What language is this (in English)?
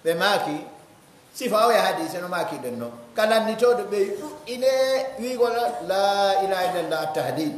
Pular